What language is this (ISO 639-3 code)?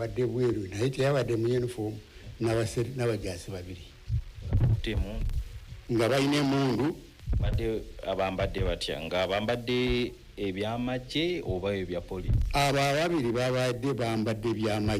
lug